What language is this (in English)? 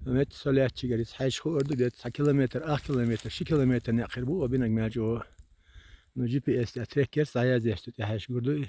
Chechen